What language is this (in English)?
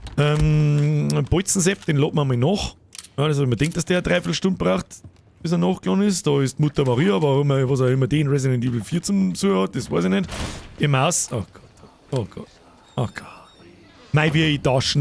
Bavarian